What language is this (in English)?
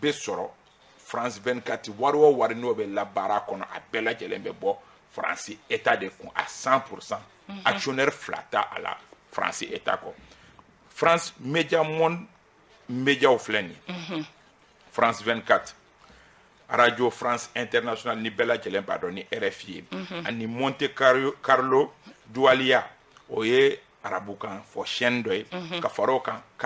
Bambara